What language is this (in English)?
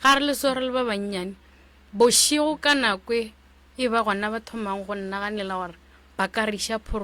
Northern Sotho